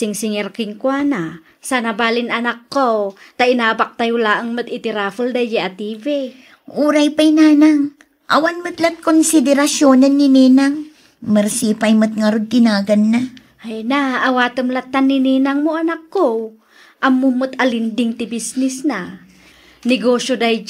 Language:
Iloko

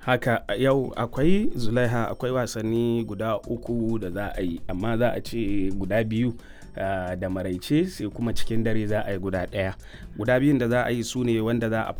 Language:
Hausa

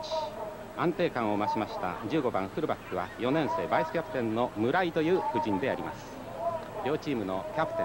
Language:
Japanese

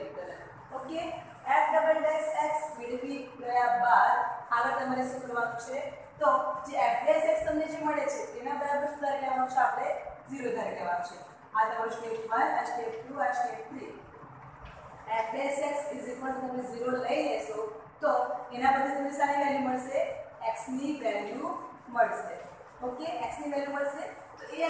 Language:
Gujarati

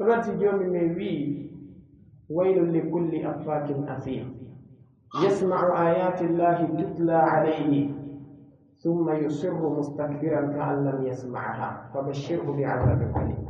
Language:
Pular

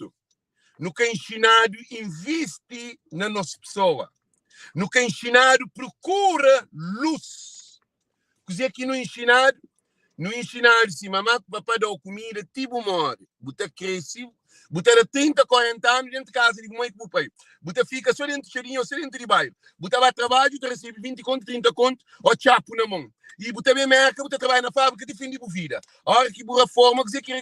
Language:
Kabuverdianu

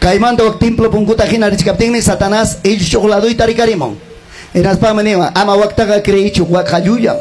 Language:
Ayacucho Quechua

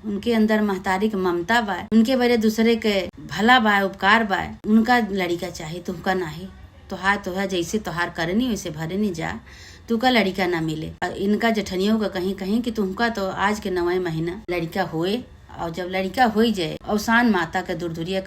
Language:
Awadhi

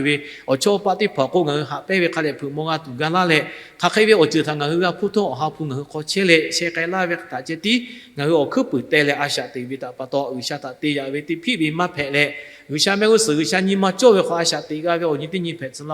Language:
Lahu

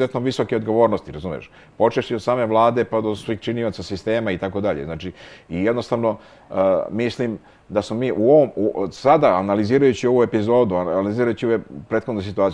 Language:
Serbian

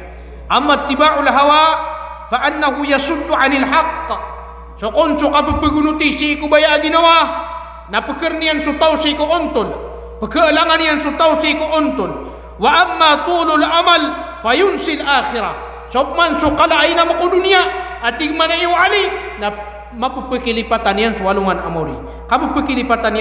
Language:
Maranao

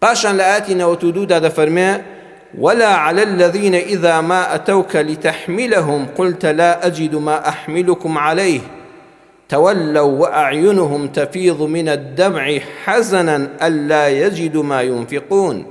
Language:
Central Kurdish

